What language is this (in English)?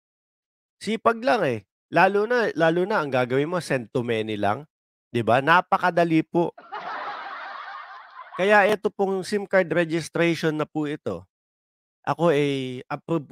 Filipino